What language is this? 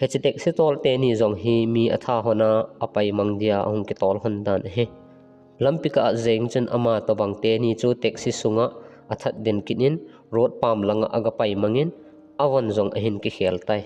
Thado Chin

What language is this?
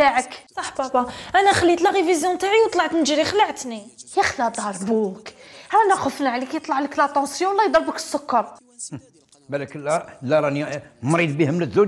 Algerian Arabic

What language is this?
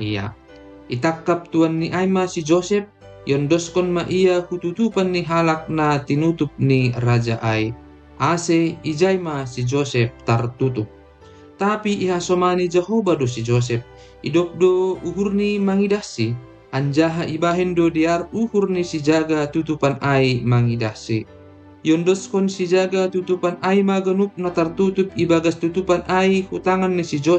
Batak Simalungun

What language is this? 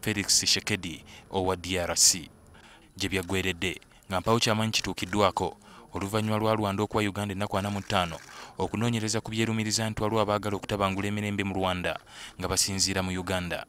Ganda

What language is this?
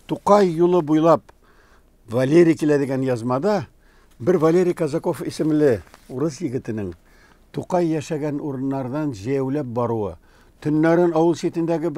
Tatar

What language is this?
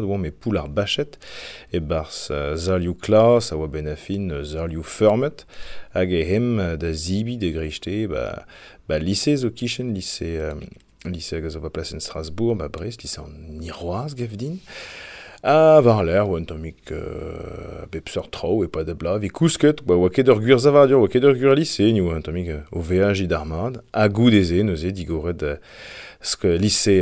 Breton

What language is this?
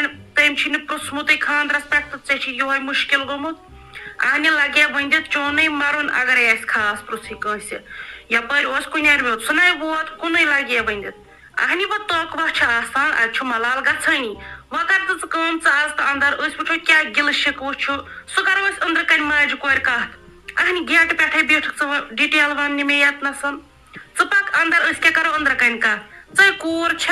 Kashmiri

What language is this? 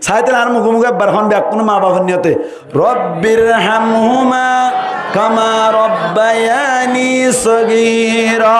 Rohingya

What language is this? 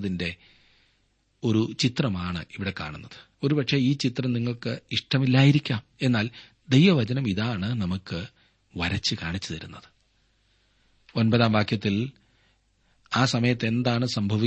Malayalam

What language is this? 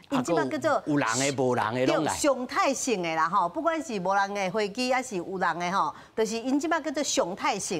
Min Nan Chinese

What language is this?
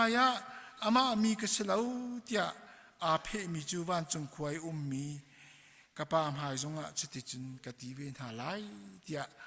Hakha Chin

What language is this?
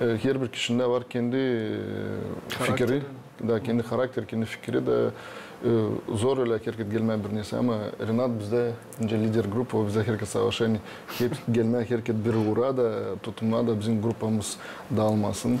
Gagauz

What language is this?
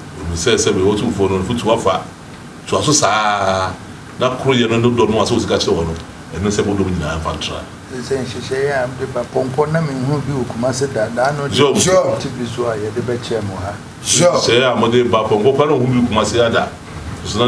Akan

